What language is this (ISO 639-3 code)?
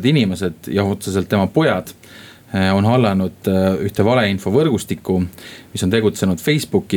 est